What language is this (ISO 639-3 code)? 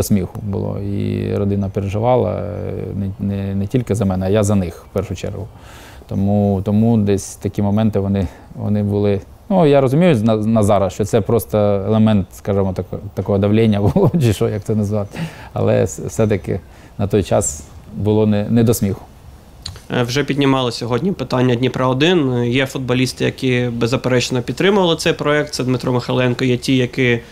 ukr